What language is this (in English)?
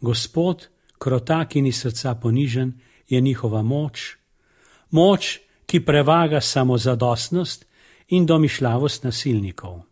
Slovenian